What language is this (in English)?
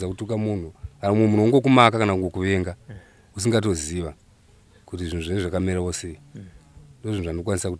Shona